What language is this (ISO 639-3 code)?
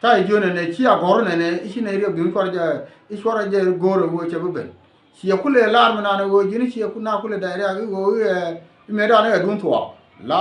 nus